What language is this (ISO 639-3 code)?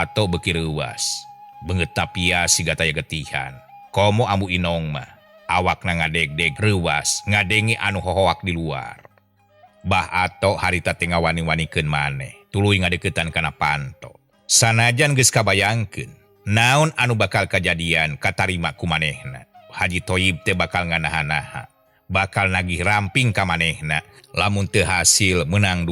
sun